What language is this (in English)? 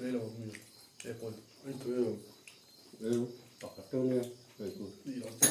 Mizo